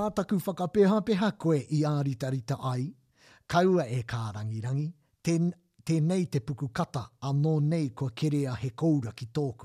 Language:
Māori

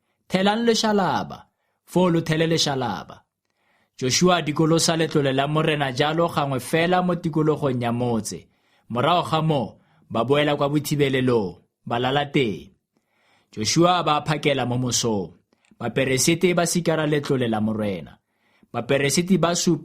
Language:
Tswana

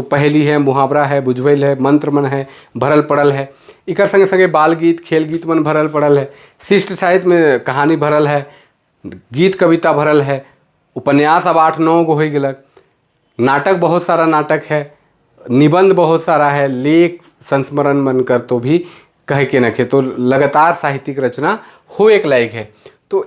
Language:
Sadri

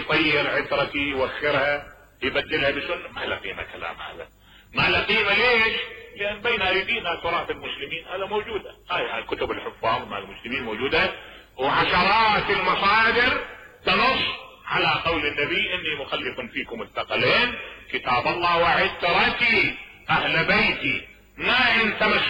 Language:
Mesopotamian Arabic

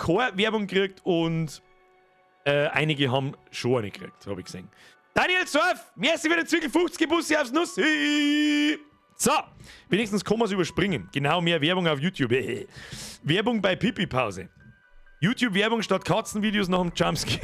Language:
Bavarian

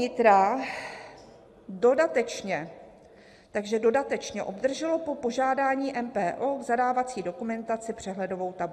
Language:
Czech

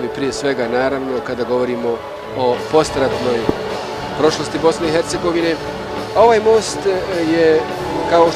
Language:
Bosnian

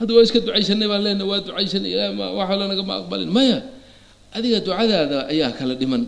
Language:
Somali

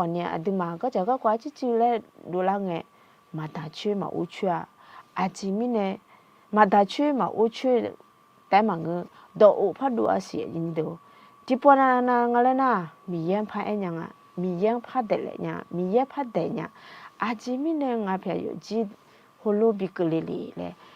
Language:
Akha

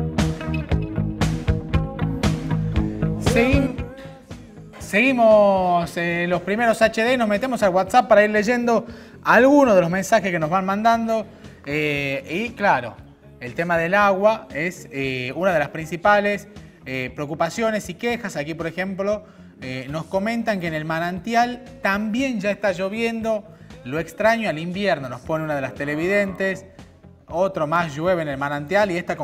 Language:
Spanish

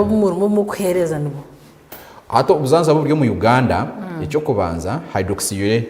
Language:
Nyankole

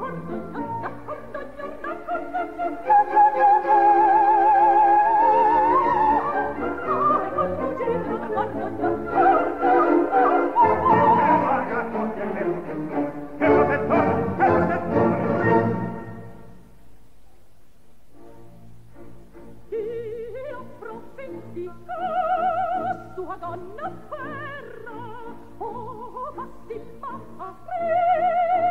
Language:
Italian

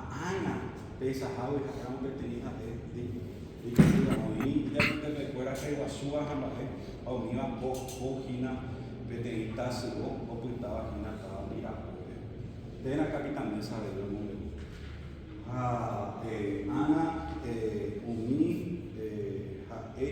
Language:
Guarani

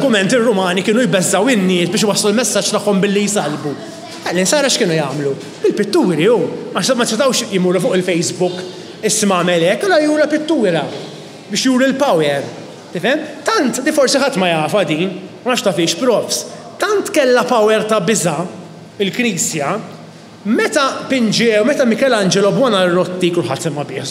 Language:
Maltese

